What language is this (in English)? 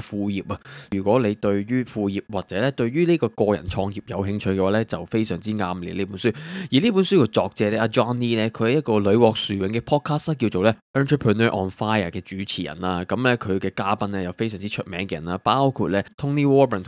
Cantonese